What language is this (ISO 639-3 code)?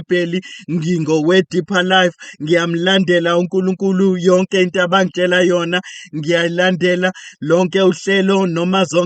zul